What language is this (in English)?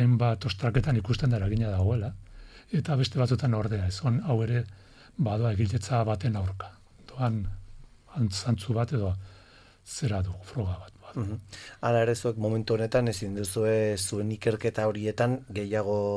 Basque